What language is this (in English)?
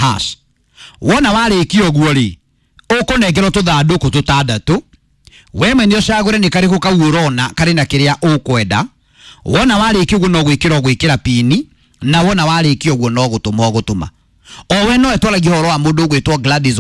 Kikuyu